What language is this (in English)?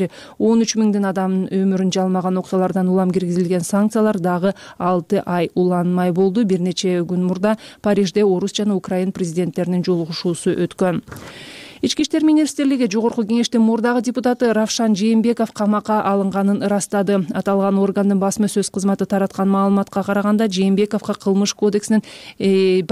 Kyrgyz